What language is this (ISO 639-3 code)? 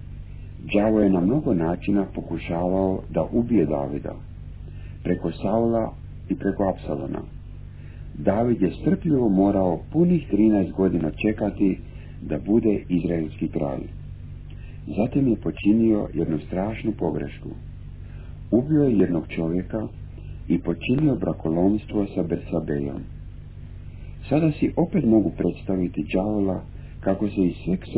hrv